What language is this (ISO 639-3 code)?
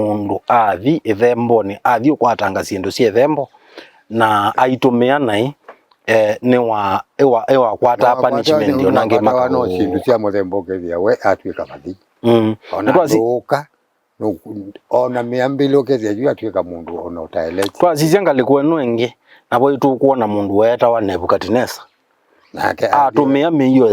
kam